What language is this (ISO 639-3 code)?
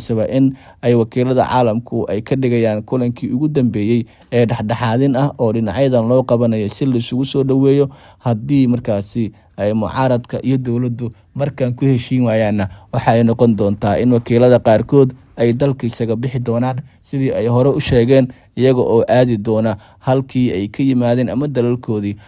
som